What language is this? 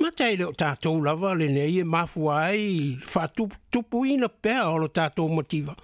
Samoan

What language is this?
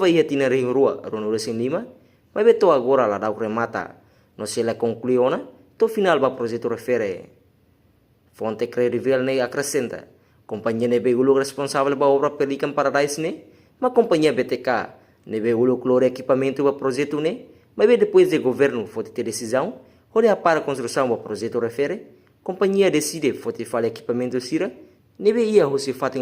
Tetum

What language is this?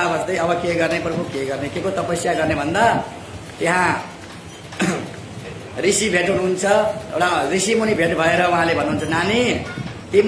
Nepali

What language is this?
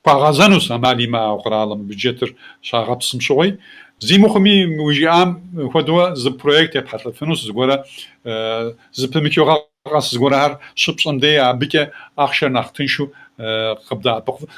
Kabardian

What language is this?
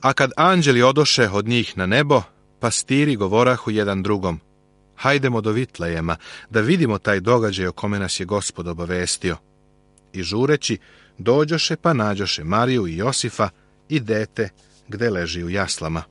Serbian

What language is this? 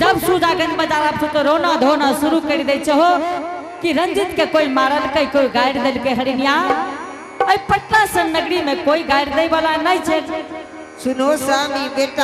Angika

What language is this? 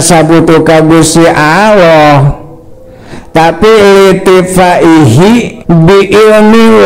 Sundanese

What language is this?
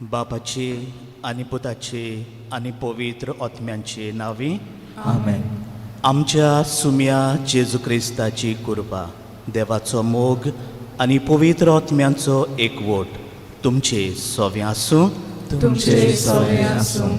Konkani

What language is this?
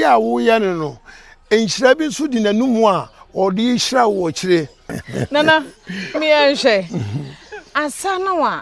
Akan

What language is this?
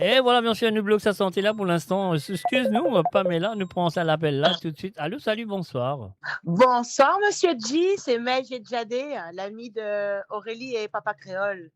Morisyen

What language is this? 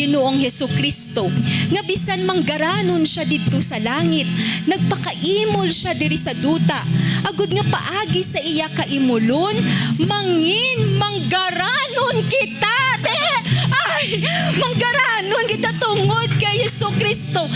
Hiligaynon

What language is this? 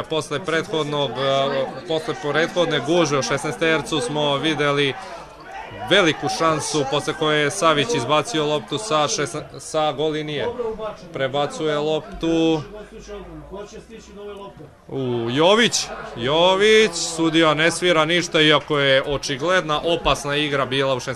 Serbian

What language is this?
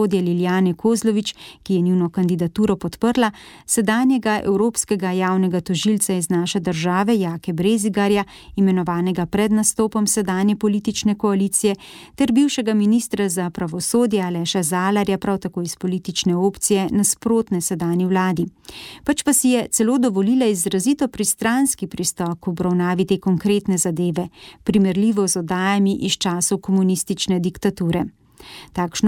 Slovenian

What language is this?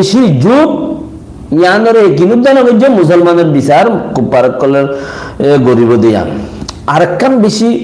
Rohingya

